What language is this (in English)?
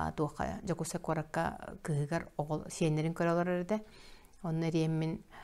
Yakut